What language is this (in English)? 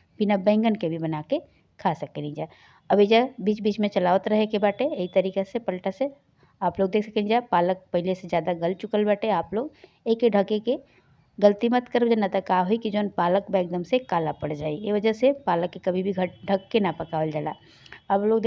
Bhojpuri